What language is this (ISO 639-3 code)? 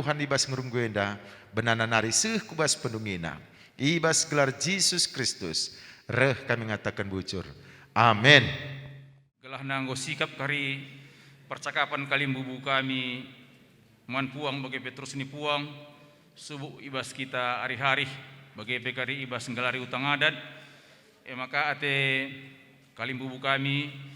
btx